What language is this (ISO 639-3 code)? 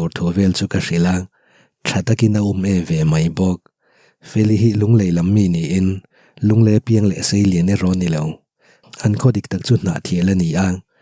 lus